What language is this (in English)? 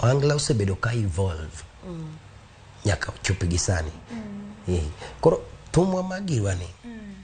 Luo (Kenya and Tanzania)